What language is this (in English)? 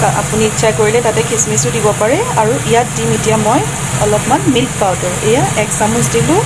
Assamese